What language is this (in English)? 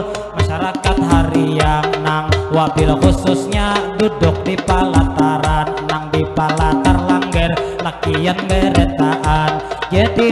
Banjar